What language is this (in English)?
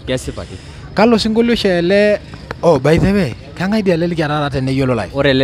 Masai